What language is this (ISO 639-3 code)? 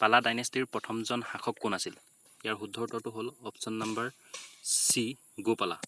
asm